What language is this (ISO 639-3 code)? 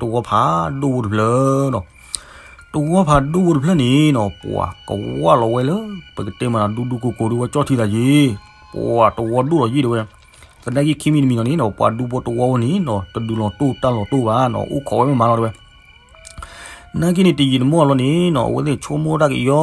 ksw